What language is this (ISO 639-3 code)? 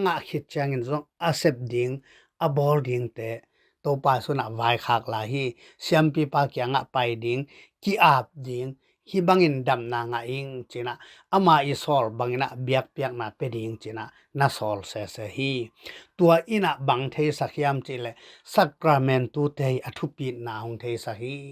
ctd